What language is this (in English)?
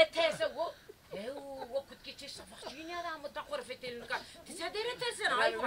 Zaza